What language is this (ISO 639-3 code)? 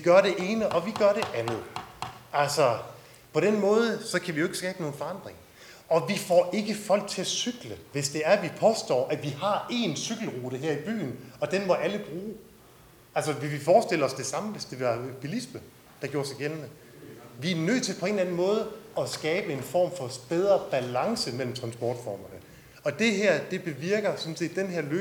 dan